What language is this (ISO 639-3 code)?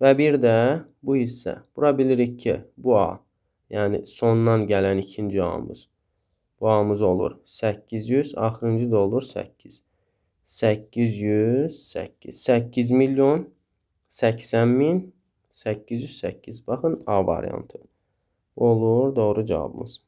aze